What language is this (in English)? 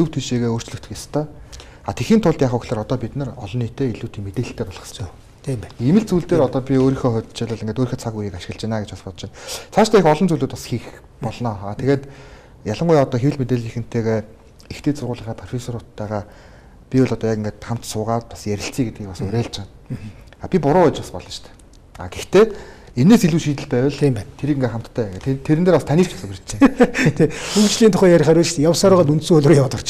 Mongolian